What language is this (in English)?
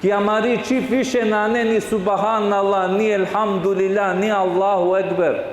Balkan Romani